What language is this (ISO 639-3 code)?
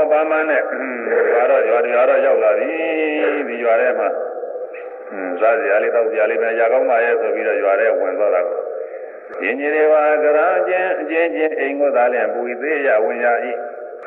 mya